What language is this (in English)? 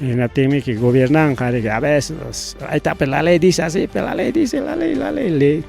Ayacucho Quechua